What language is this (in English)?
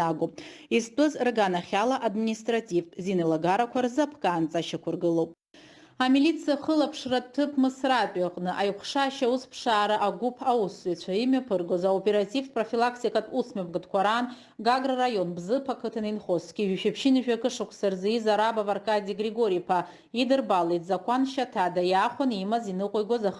Abkhazian